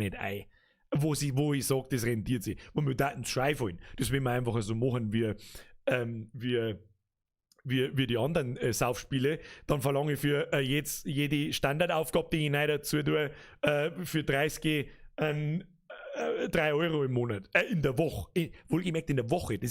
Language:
Bavarian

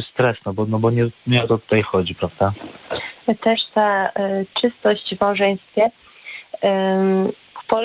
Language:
Polish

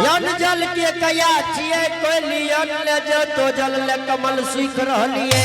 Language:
Angika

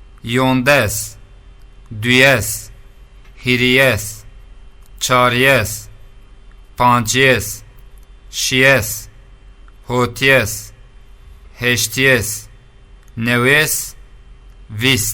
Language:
Zaza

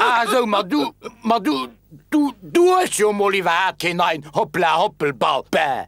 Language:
Luxembourgish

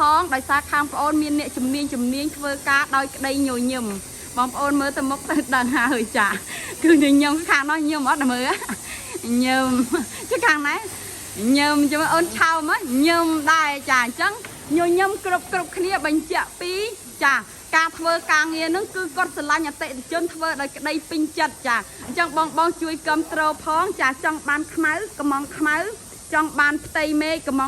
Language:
Khmer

